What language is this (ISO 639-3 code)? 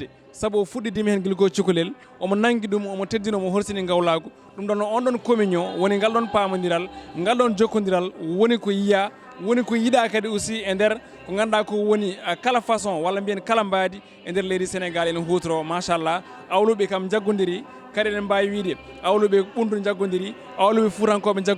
ful